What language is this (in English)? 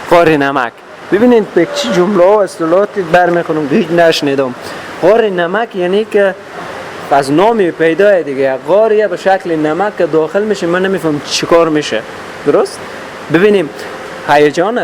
Persian